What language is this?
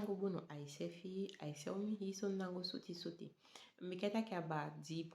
Saramaccan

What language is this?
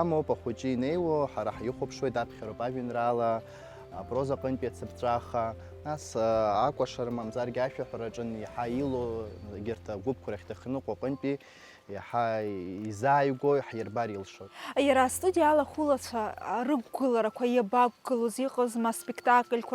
Abkhazian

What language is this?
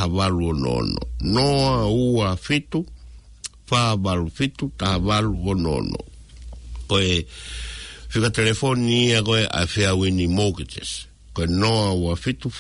Tongan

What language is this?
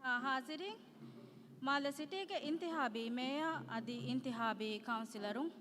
Divehi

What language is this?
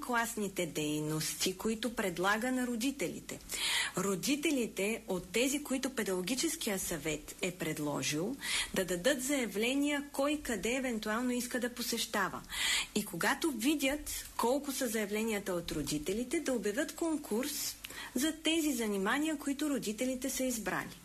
Bulgarian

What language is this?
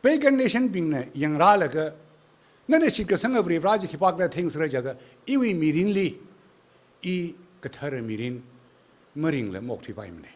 Tangkhul Naga (India)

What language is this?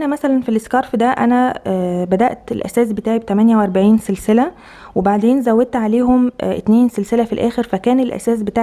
Egyptian Arabic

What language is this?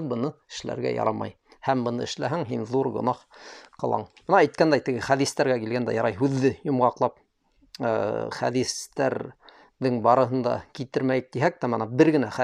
Bashkir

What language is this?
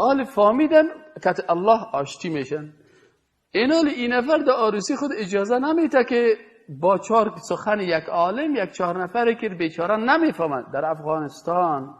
Persian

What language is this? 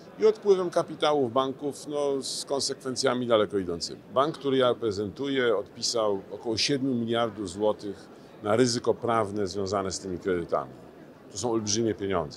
Polish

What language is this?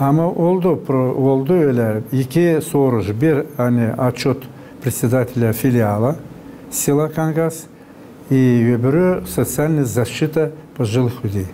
Gagauz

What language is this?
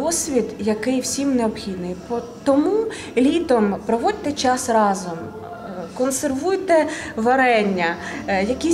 Ukrainian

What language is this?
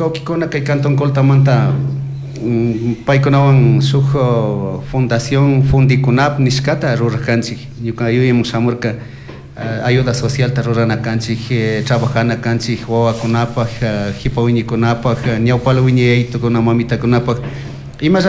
Chimborazo Highland Quichua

